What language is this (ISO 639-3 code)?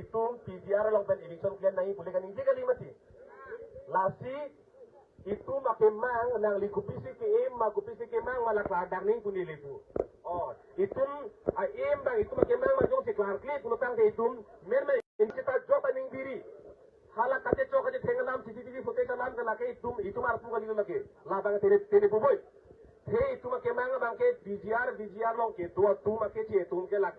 mjw